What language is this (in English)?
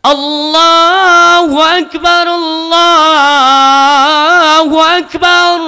Achinese